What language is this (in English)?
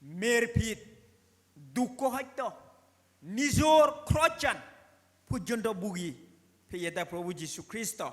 Chakma